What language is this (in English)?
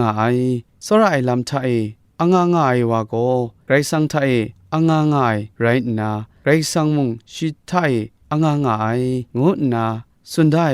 Kachin